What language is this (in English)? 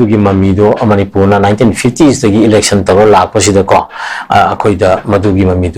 Manipuri